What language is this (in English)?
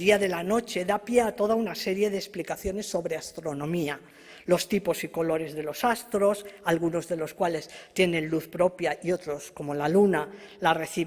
Ladino